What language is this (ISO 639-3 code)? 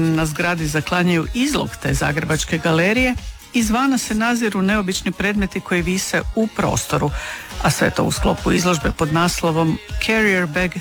hrv